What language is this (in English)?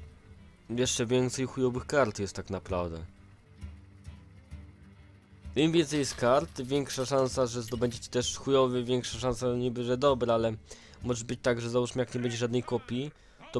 Polish